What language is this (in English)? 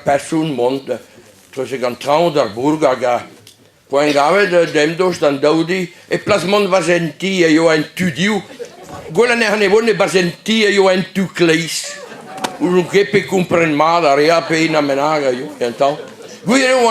Breton